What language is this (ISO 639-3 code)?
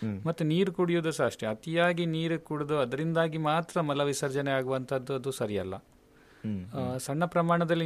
kan